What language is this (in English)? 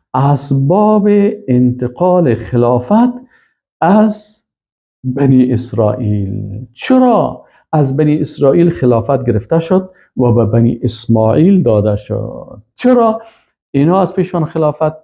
Persian